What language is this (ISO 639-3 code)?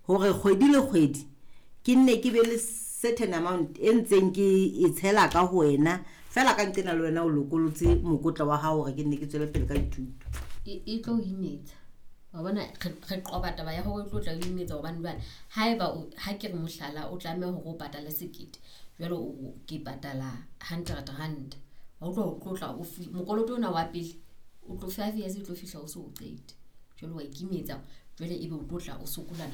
sot